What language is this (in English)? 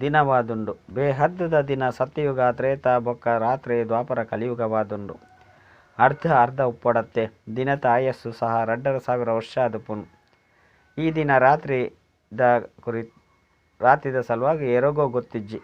Tulu